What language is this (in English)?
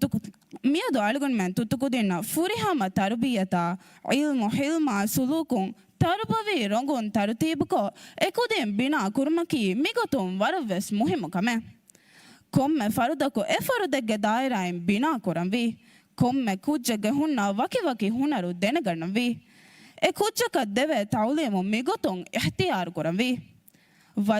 Divehi